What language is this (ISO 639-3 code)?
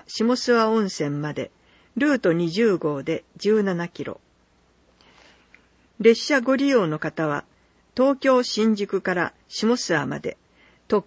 jpn